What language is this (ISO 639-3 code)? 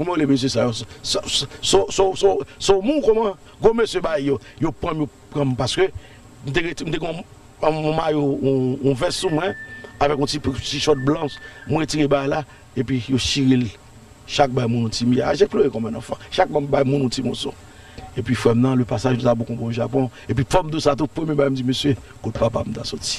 hat